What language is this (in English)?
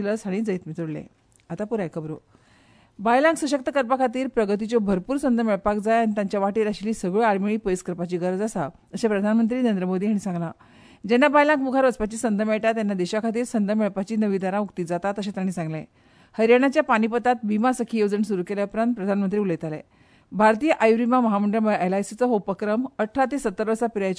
Konkani